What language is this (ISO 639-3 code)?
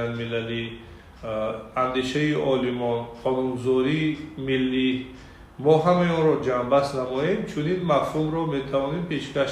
tgk